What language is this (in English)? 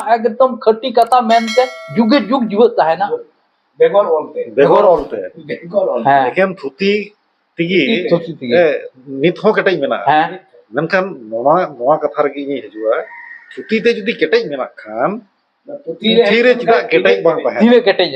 Santali